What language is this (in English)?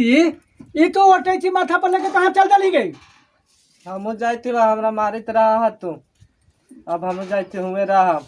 Magahi